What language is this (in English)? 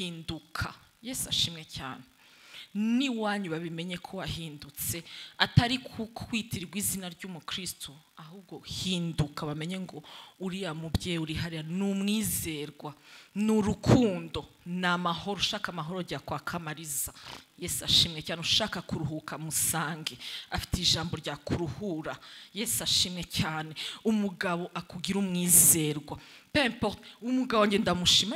Kinyarwanda